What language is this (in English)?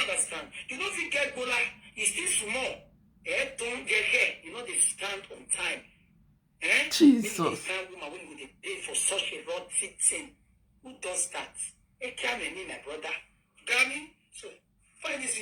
Nigerian Pidgin